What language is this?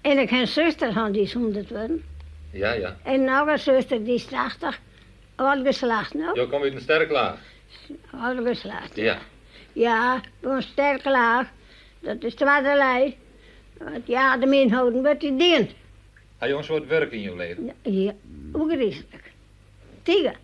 Western Frisian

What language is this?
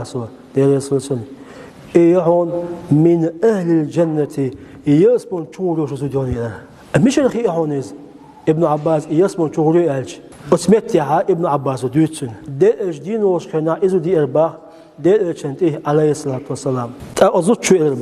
Chechen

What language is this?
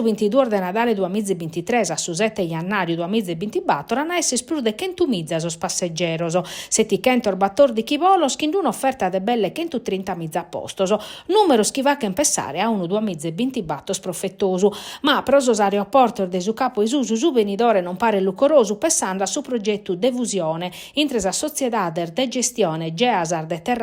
Sardinian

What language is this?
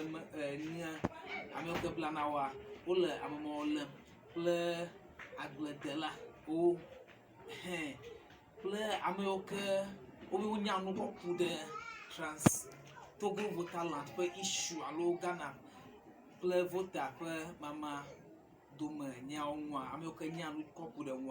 Ewe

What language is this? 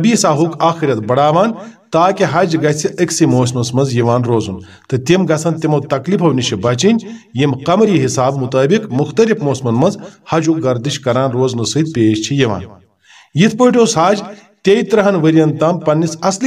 Kashmiri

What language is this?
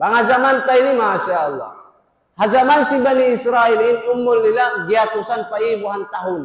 Tausug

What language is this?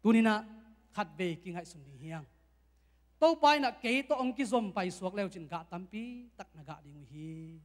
Tedim Chin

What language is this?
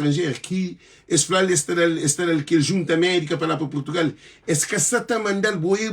Kabuverdianu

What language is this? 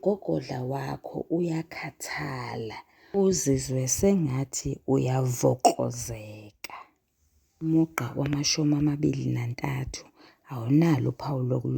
Zulu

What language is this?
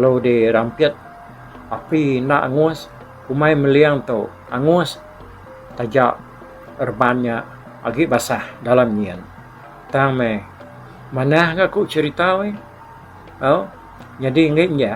Iban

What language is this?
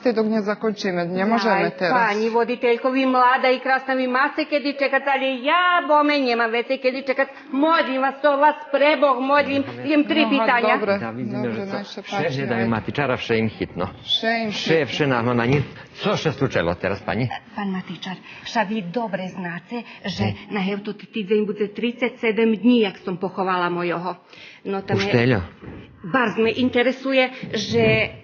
Rusyn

